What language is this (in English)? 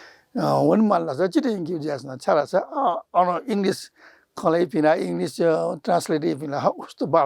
Newari